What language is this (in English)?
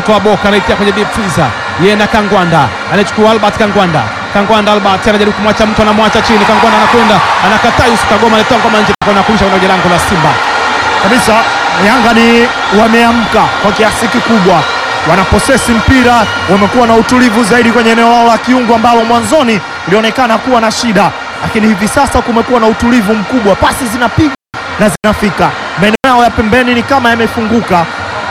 Swahili